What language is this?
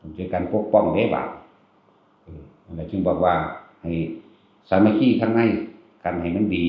Northeastern Thai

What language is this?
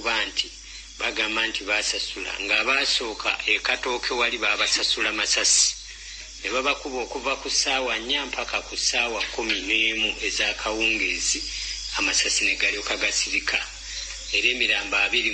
Ganda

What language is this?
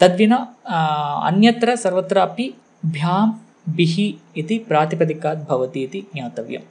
Sanskrit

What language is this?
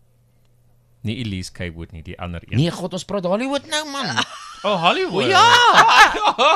Afrikaans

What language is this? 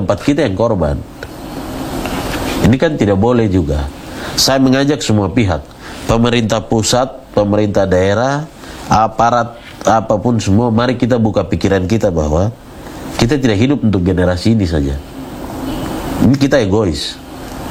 Indonesian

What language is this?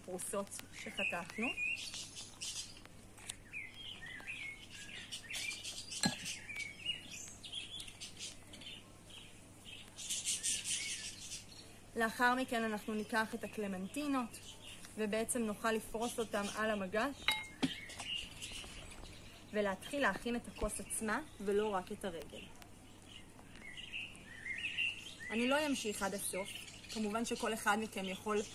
Hebrew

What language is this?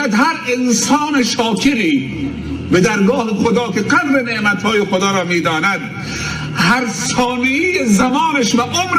Tajik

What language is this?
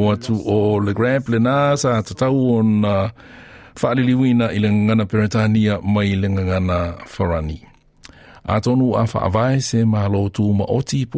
Samoan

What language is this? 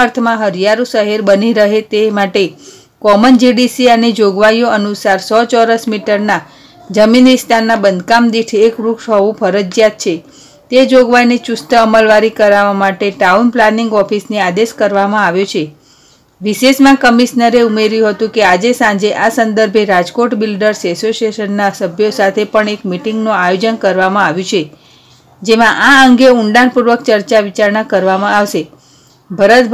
Gujarati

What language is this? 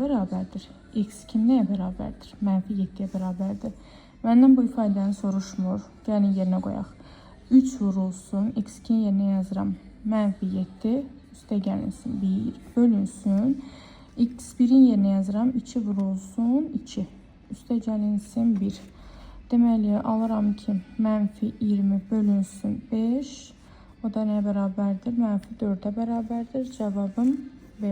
Azerbaijani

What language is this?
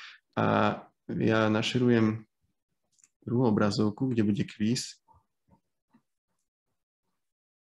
Slovak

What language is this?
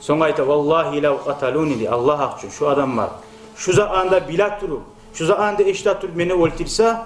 Kumyk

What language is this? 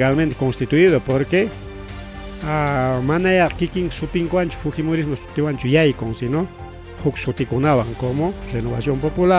Ayacucho Quechua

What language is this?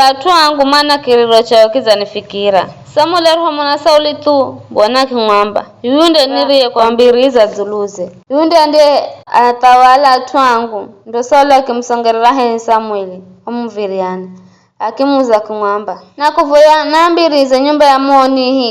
Giryama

